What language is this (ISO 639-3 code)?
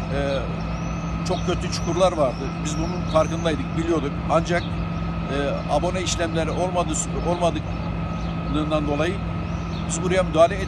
tur